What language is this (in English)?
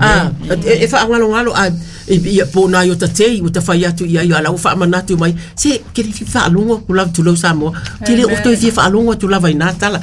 Samoan